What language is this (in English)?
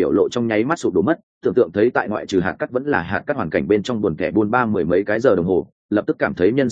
Vietnamese